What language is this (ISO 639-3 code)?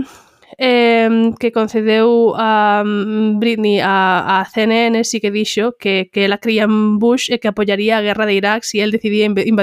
glg